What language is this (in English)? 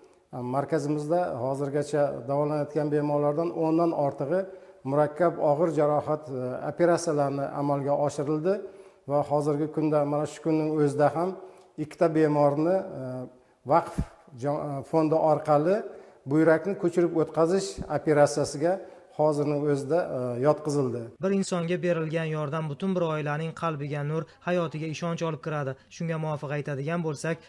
Uzbek